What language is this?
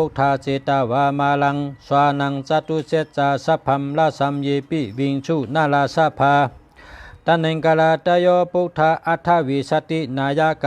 Shan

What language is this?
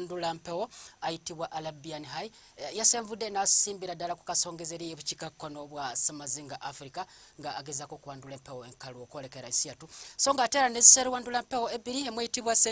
Ganda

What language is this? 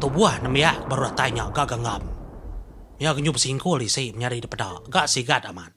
Iban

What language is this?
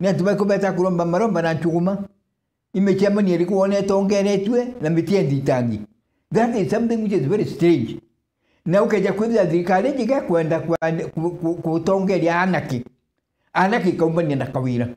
Meru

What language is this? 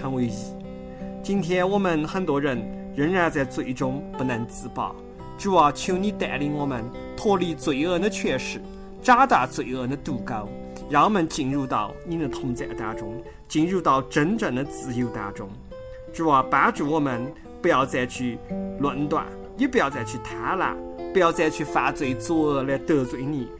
Chinese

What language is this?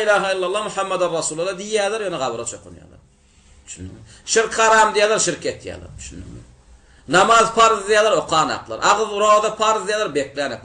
Turkmen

